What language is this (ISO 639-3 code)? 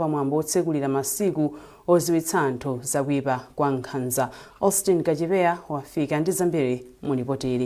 nya